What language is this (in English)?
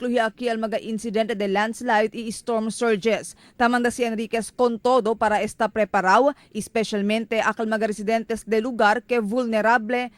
Chavacano